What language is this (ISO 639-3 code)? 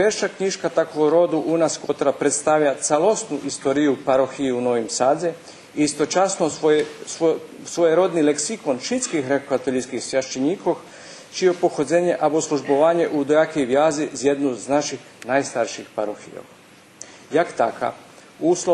rue